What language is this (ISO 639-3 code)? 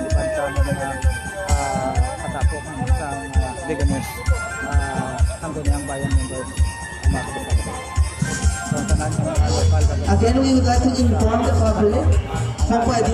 hil